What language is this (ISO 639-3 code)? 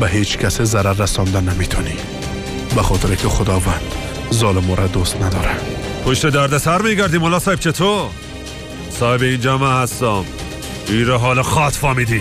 fas